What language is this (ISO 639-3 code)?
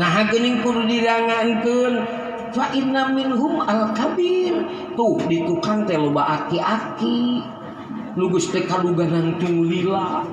sun